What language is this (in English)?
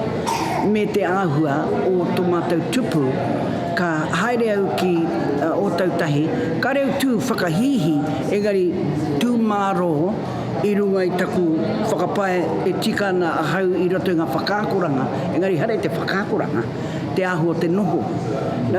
Māori